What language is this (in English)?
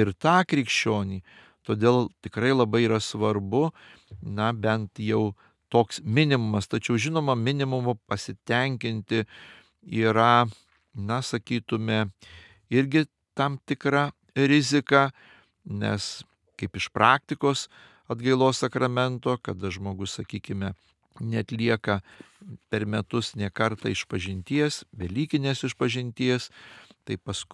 Lithuanian